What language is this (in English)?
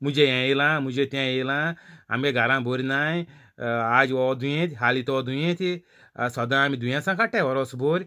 Konkani